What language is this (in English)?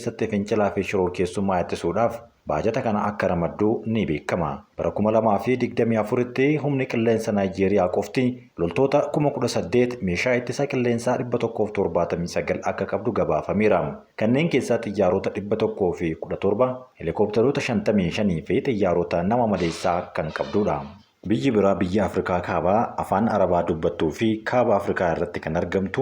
Oromo